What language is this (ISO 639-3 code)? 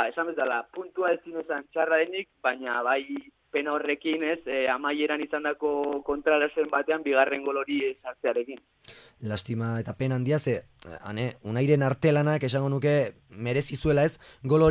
eus